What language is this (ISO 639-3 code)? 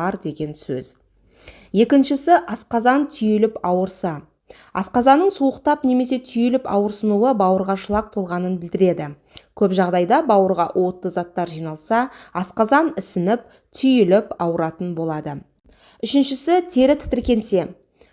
kaz